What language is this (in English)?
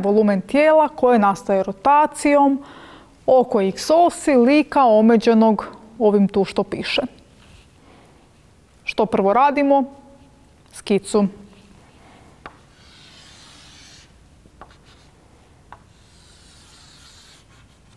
Croatian